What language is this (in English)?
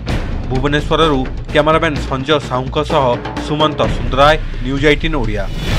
Odia